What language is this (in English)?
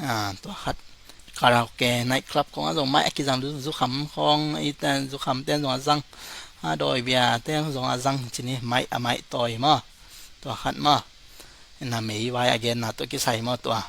Tedim Chin